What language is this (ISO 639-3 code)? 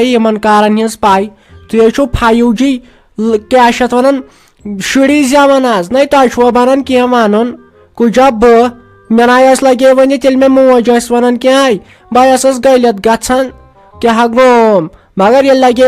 kas